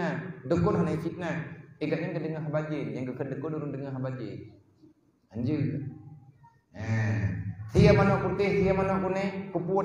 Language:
Achinese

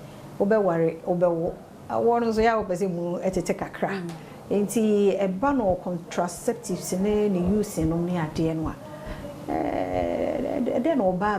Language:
Akan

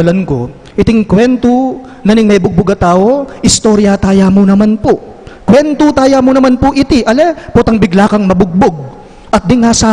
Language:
Pampanga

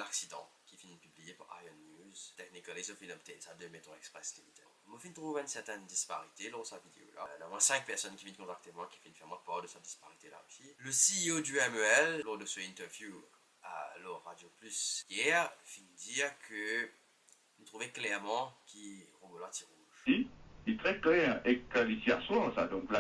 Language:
Morisyen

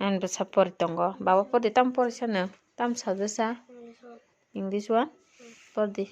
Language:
Kok Borok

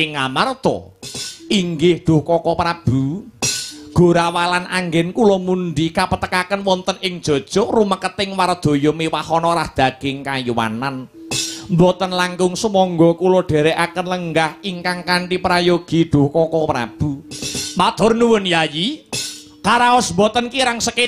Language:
Javanese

